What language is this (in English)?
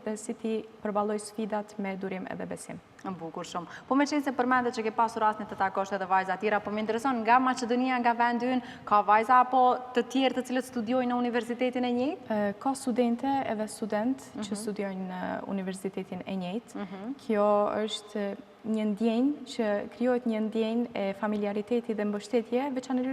Albanian